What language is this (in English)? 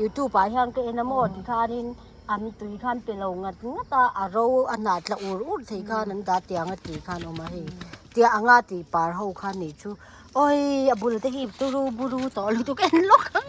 Mizo